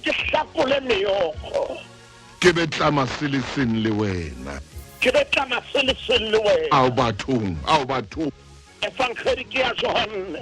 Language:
Southern Sotho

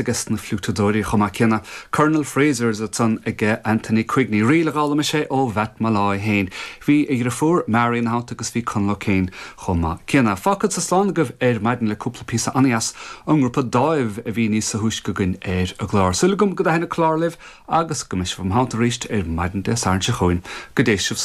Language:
Irish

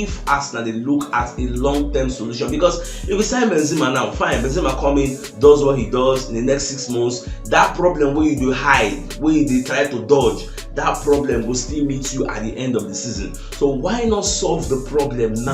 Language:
Nigerian Pidgin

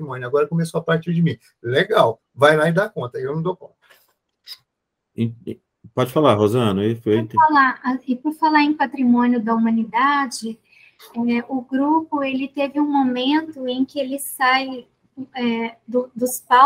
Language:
Portuguese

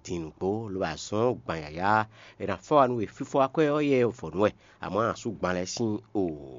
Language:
Fon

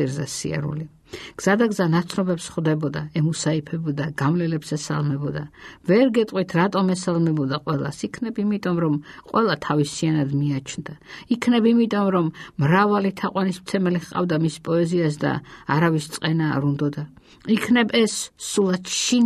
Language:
Georgian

